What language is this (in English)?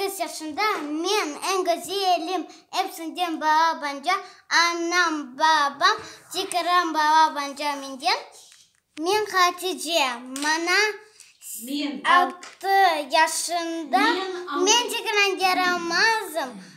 Crimean Tatar